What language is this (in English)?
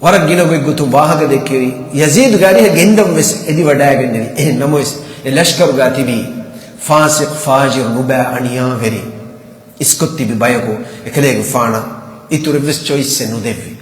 Divehi